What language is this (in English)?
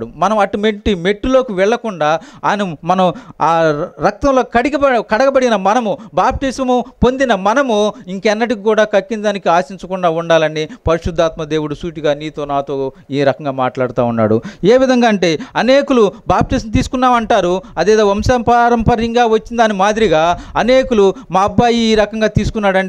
Telugu